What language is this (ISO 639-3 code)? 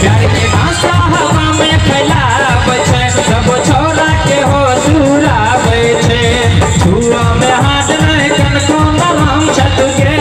mai